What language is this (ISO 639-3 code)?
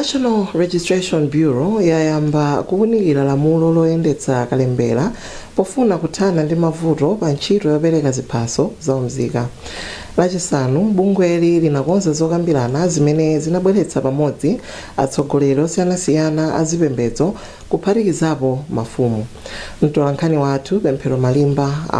nya